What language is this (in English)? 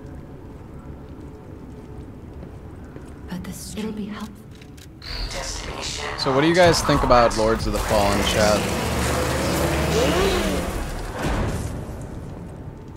English